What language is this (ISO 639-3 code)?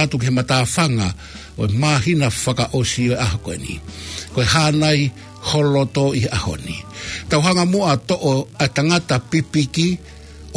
ton